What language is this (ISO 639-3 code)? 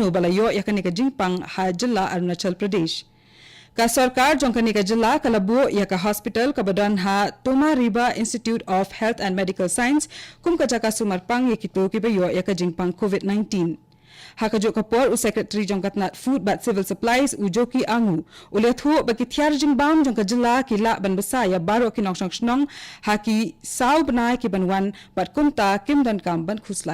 kha